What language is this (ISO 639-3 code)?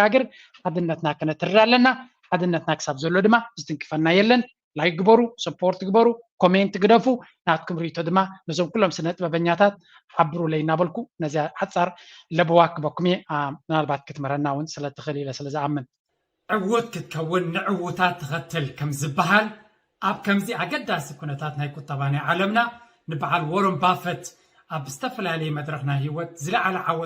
tir